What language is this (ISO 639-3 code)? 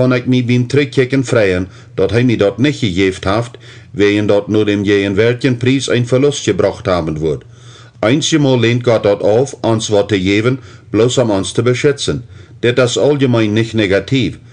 pdt